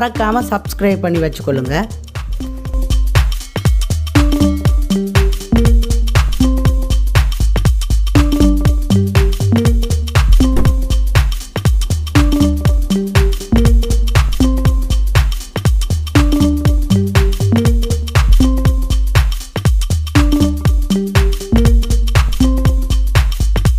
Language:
Tamil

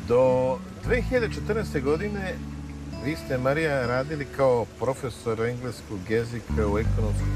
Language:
Serbian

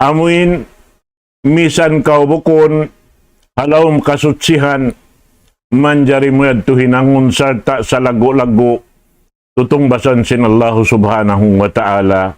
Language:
Tausug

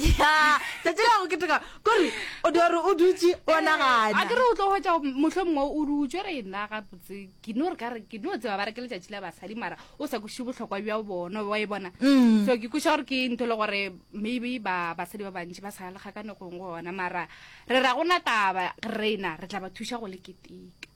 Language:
Northern Sotho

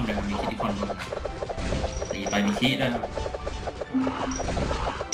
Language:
Thai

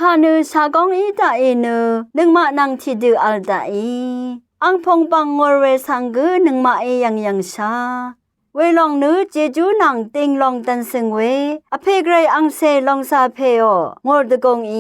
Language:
Rawang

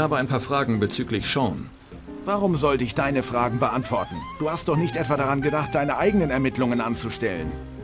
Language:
Bavarian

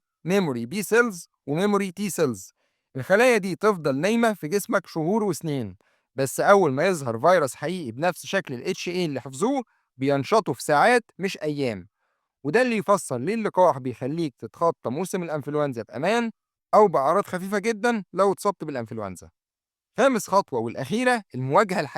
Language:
Egyptian Arabic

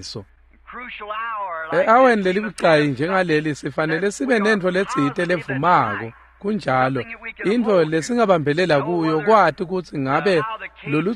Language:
Swati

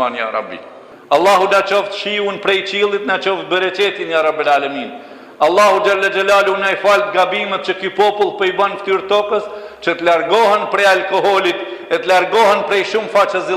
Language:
Albanian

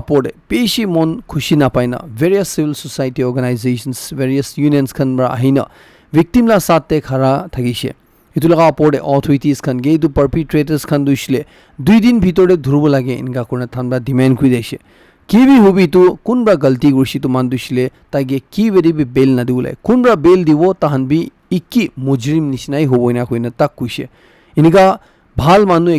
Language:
Naga Pidgin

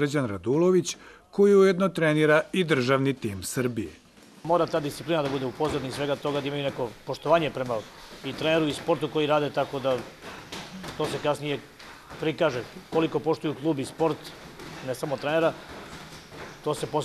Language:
Serbian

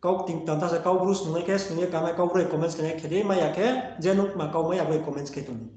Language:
Riang (India)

